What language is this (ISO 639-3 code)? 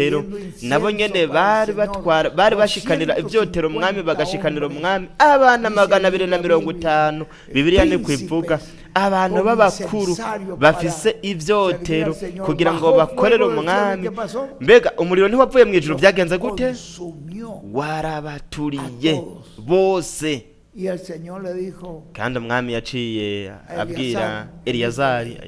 run